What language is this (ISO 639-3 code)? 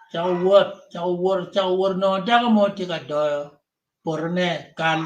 ach